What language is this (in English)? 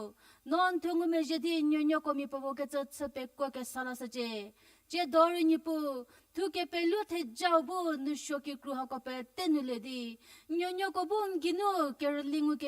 Angami Naga